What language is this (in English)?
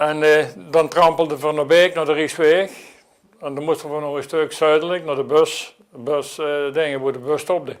Limburgish